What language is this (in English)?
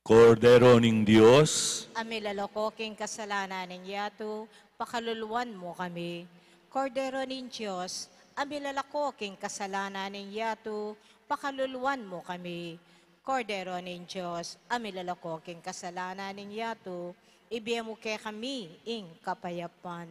Pampanga